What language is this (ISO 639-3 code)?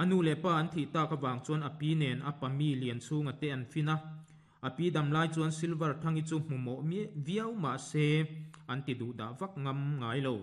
lus